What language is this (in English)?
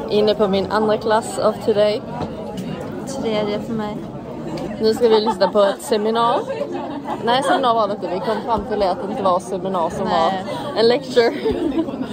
Swedish